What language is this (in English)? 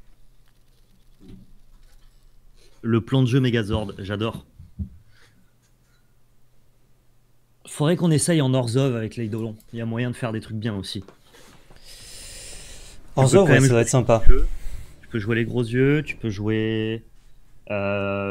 French